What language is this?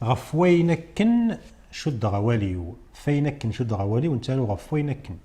Kabyle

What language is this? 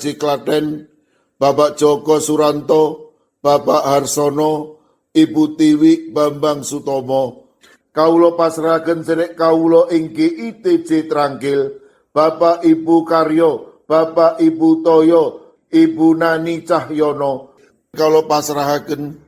Javanese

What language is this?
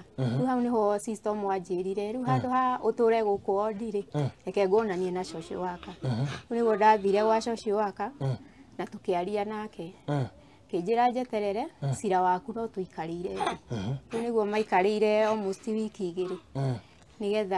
Kikuyu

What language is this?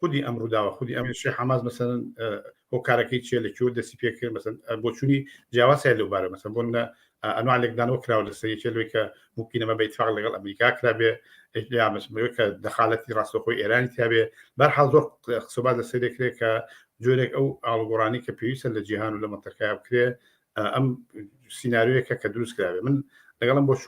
Central Kurdish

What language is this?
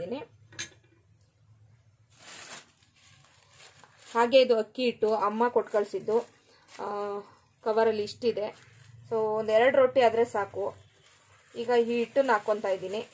Kannada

